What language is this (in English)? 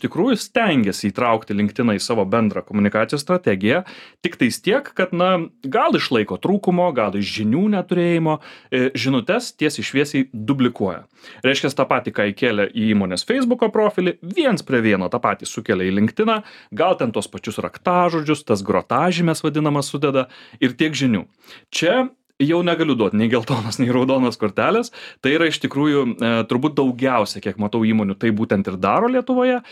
Lithuanian